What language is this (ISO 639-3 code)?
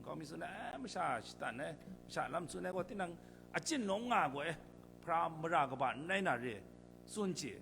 kac